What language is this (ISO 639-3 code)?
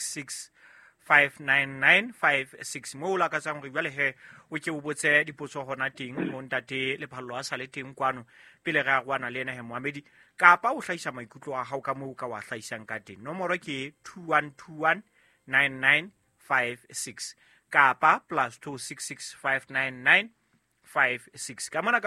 sot